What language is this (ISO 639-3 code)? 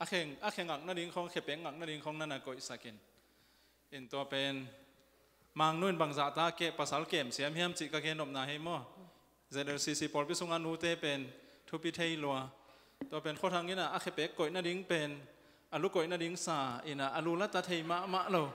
ctd